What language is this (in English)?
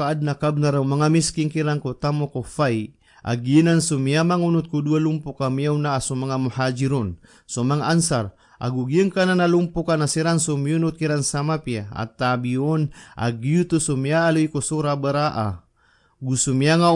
Maranao